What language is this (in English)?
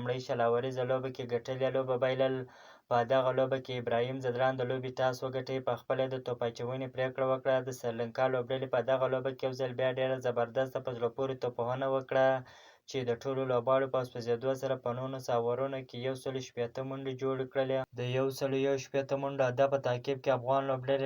Pashto